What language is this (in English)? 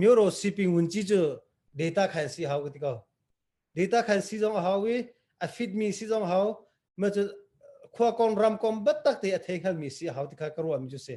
Hakha Chin